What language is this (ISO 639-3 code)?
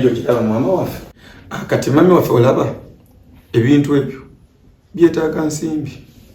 lug